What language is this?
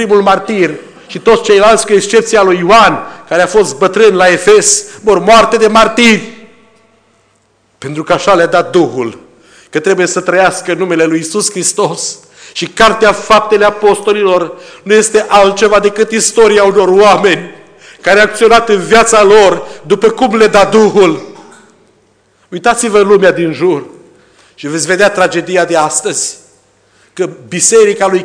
Romanian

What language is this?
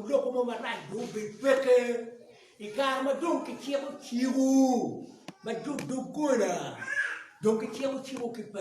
Acoli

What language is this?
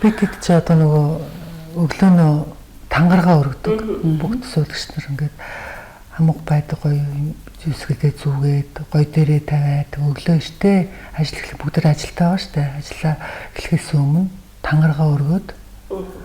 Mongolian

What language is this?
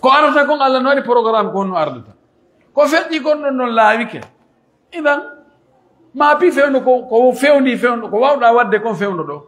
Pular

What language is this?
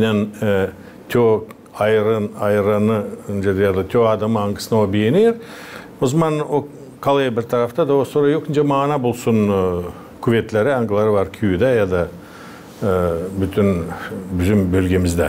Gagauz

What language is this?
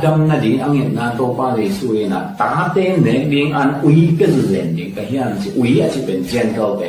Tedim Chin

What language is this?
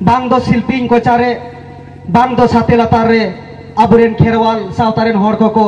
Santali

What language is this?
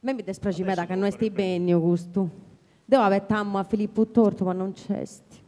Sardinian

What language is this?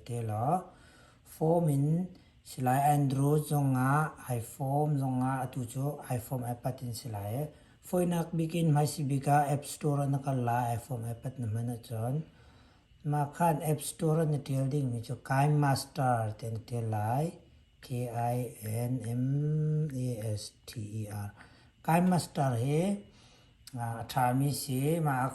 Hakha Chin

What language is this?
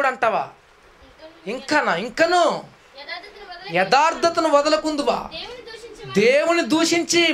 Telugu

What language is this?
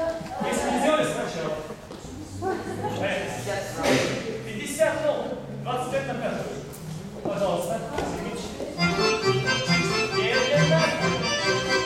Russian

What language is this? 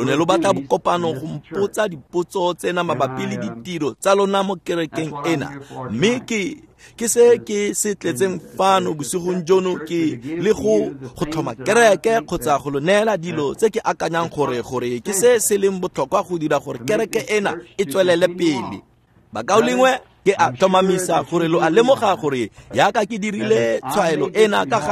Tswana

